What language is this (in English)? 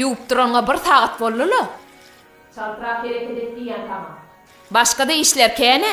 Turkmen